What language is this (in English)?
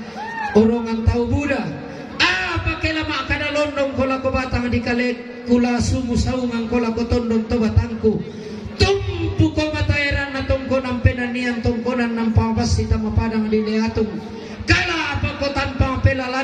Toraja-Sa'dan